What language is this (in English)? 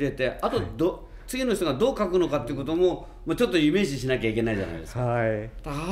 Japanese